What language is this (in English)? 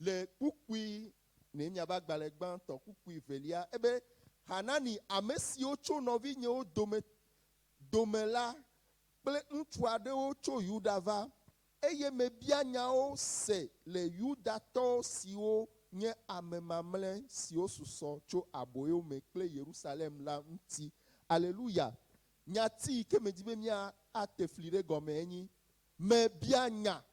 Ewe